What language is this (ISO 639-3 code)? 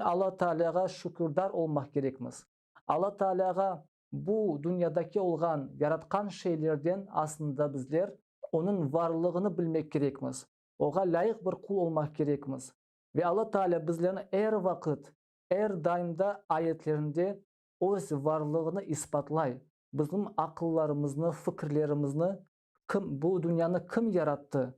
crh